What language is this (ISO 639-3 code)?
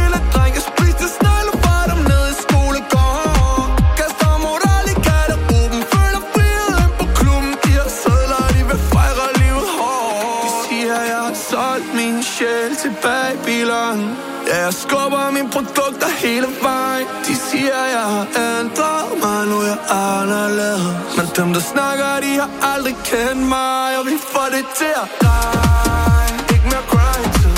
dan